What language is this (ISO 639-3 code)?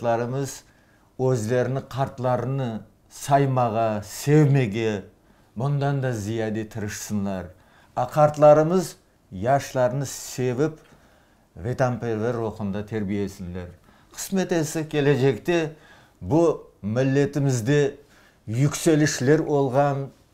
crh